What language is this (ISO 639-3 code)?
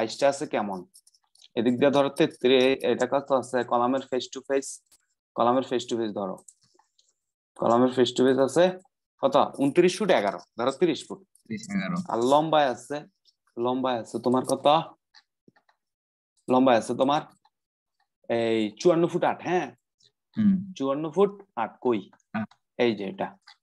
ben